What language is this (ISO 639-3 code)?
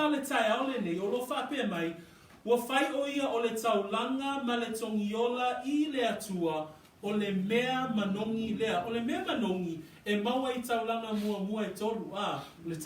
smo